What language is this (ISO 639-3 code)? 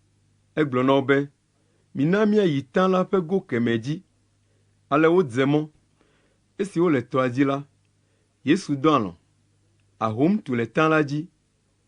ewe